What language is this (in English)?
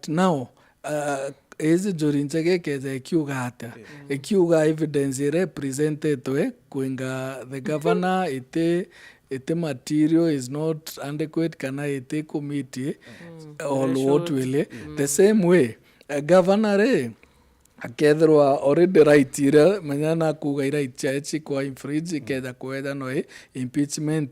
Meru